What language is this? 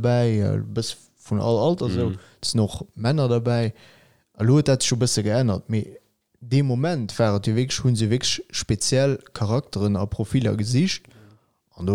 Luxembourgish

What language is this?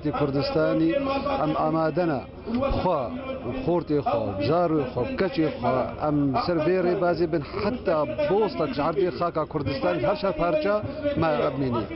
Kurdish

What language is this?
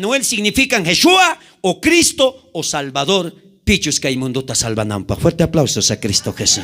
South Bolivian Quechua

